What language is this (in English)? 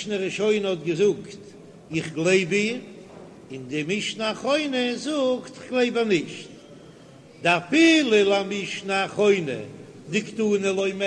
Yiddish